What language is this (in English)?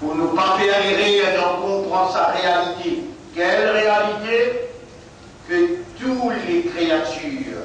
Morisyen